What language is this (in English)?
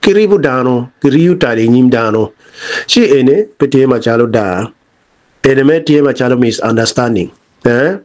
Acoli